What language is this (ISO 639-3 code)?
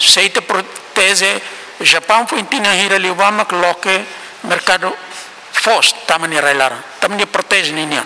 tet